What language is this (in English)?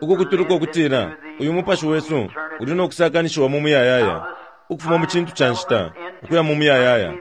Bemba